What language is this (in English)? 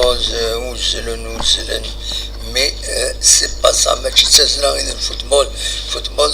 Kabyle